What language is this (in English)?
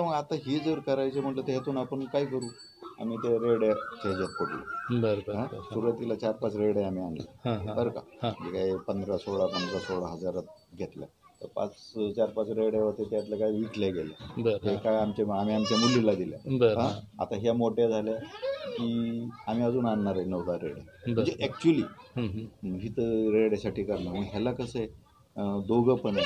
Marathi